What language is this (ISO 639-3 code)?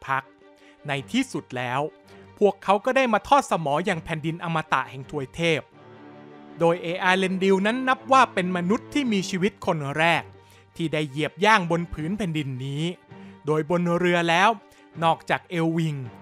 tha